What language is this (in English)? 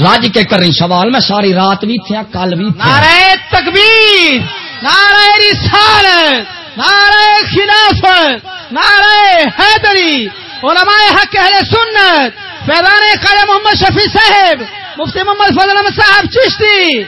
Saraiki